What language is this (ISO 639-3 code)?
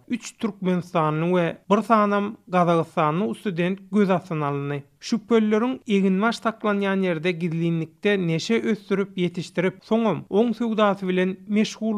tuk